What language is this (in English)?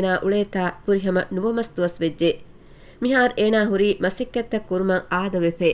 Divehi